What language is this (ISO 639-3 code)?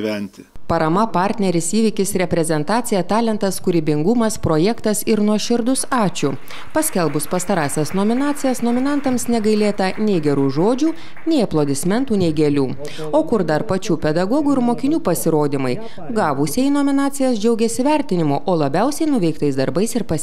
lit